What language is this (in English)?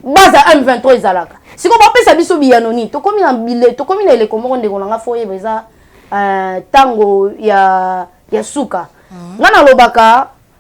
Lingala